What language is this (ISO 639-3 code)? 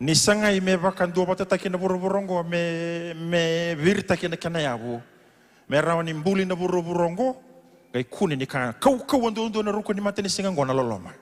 fij